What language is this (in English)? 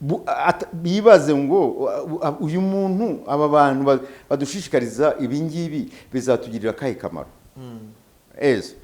Kinyarwanda